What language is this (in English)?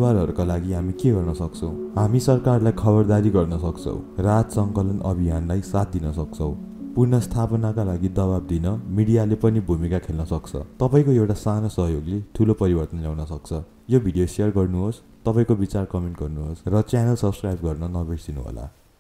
Nepali